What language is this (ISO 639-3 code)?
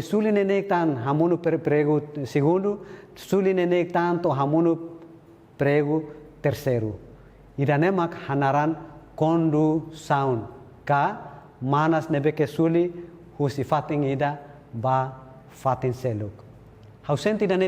tet